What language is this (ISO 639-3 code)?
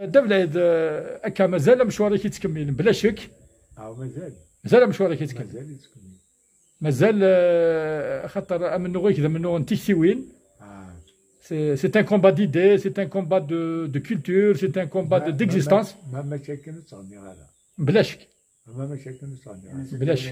kab